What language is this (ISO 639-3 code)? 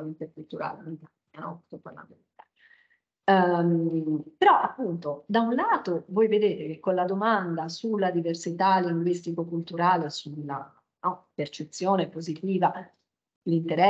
ita